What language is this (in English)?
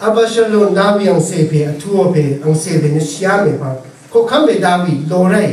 Rawang